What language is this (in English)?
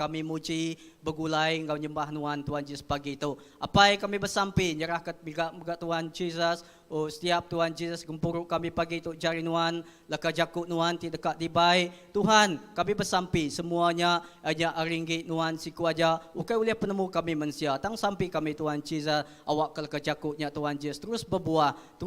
Iban